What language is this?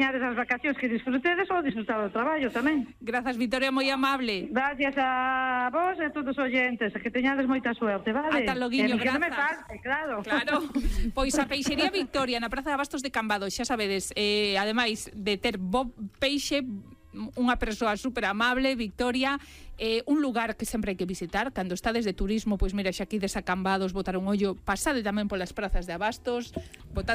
Galician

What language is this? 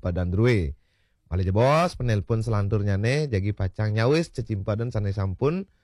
Balinese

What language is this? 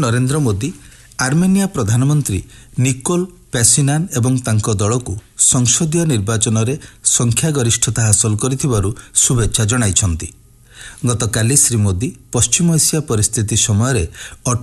Odia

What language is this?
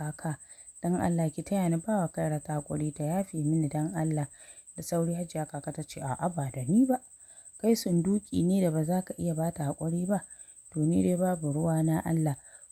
Hausa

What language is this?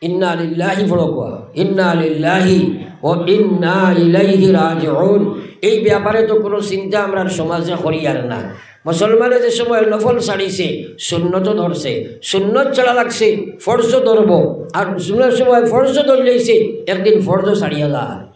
Sylheti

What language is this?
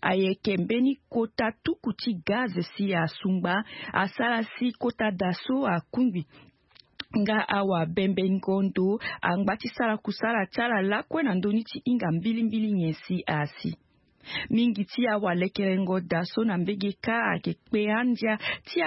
Sango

